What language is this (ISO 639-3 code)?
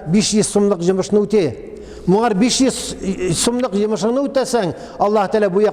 tat